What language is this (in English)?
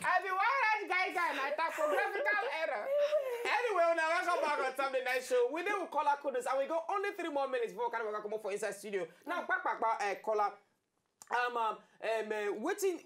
Nigerian Pidgin